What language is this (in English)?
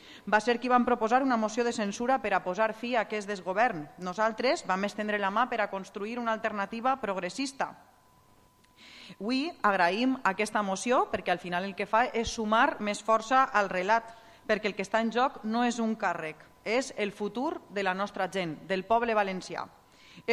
Catalan